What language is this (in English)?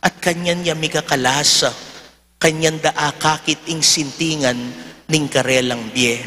Pampanga